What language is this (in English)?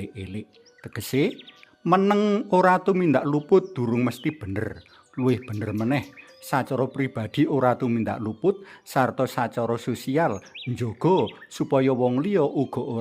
Javanese